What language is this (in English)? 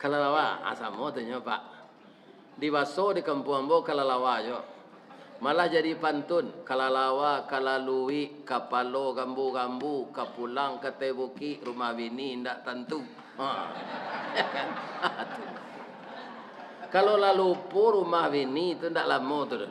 Minangkabau